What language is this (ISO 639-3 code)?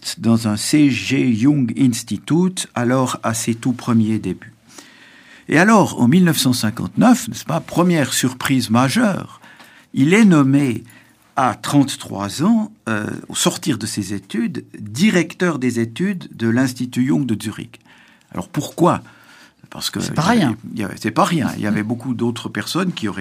fra